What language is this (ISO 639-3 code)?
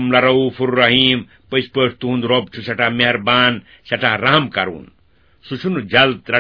kas